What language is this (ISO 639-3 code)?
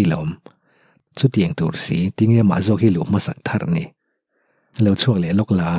lus